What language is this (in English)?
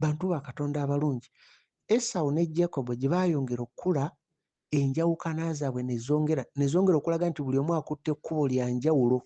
Ganda